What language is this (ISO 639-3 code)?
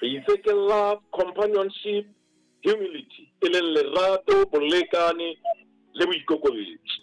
sot